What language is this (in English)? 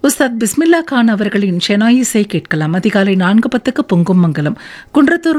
Tamil